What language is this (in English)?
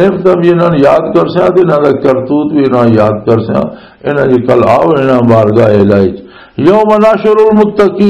Western Panjabi